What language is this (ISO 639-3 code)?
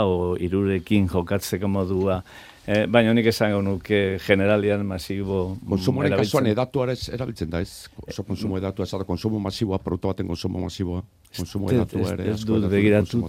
eus